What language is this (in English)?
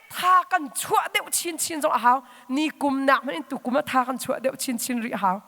Hakha Chin